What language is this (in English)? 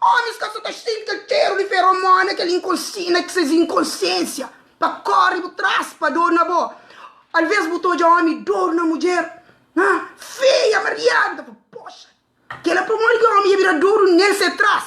Kabuverdianu